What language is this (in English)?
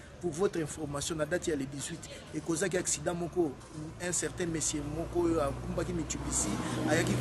Lingala